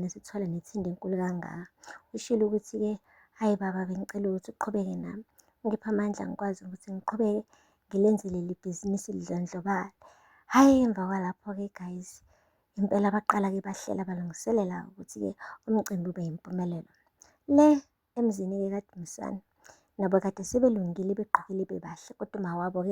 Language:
Zulu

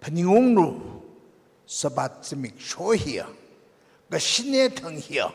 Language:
Tangkhul Naga (India)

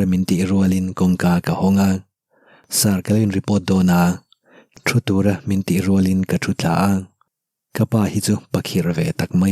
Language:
Mizo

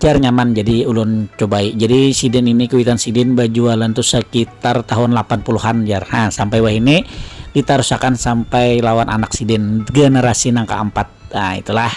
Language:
Banjar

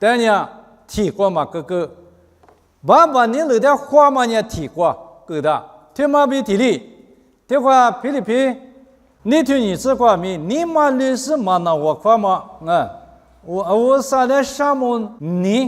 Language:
Lisu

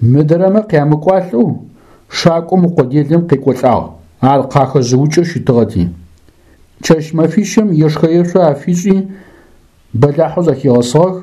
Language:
Adyghe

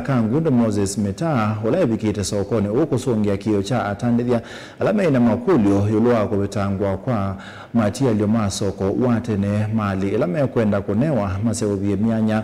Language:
Kamba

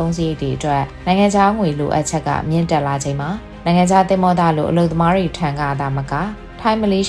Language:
Burmese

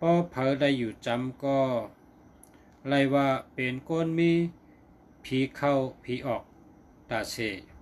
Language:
Shan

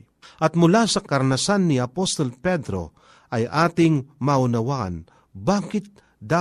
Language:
Filipino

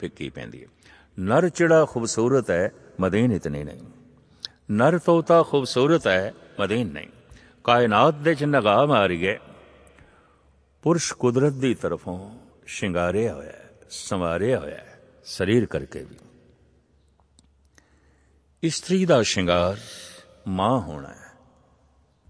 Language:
Punjabi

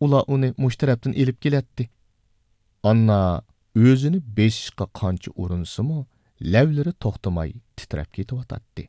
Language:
Uyghur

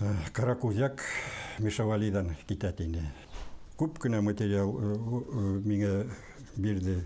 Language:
Bashkir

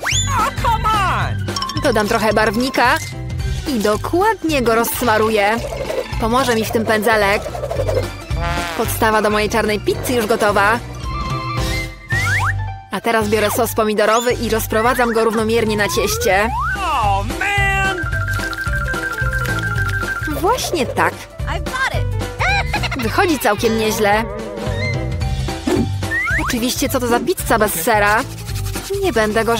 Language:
Polish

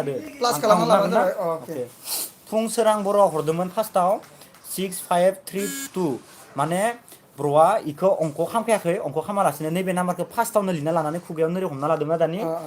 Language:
Bodo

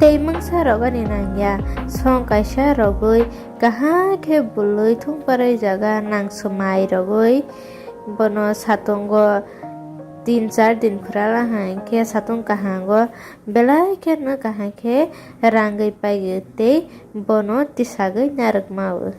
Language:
Kok Borok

